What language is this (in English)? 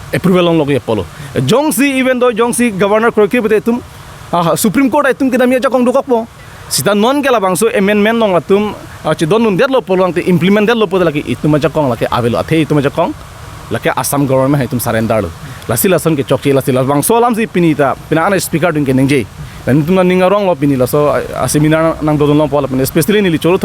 Karbi